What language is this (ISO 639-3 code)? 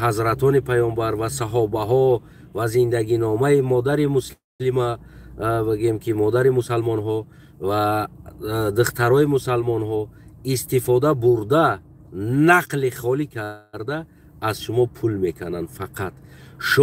tgk